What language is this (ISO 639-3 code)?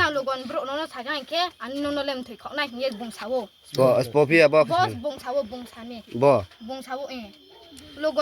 ria